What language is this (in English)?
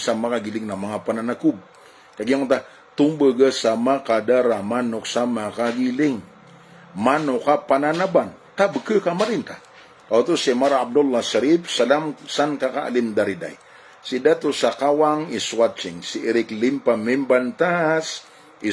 Maranao